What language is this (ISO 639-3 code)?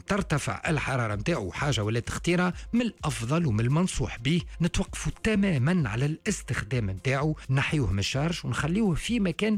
aeb